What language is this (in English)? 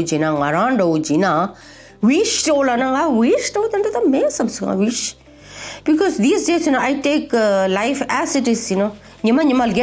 Tibetan